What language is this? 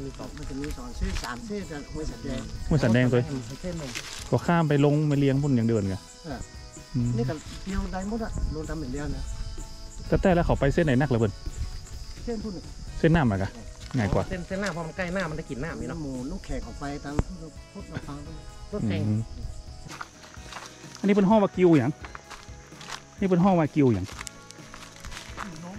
Thai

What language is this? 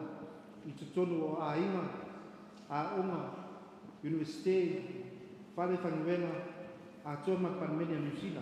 Samoan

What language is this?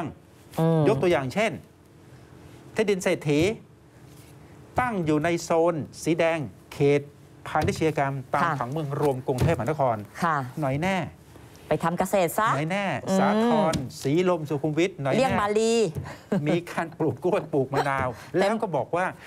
Thai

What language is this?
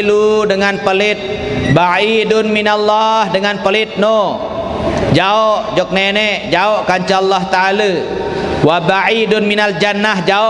Sasak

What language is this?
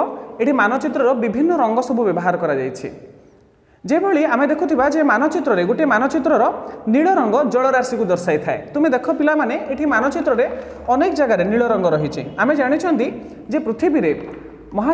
Odia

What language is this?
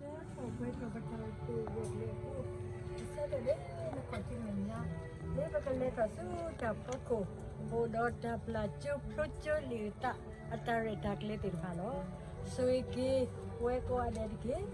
S'gaw Karen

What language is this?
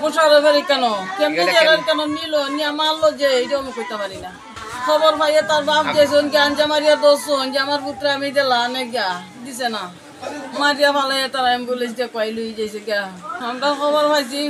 Sylheti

